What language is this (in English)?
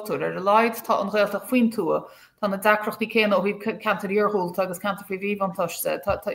Irish